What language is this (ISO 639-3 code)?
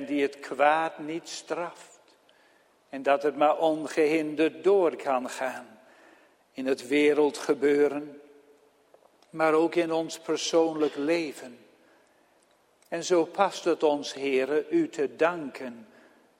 nld